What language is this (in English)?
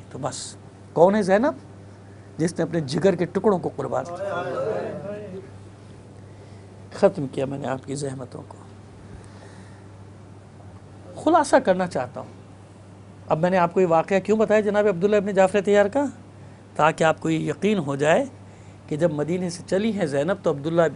Urdu